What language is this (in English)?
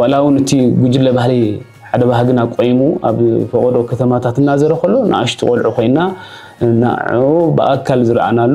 Tigrinya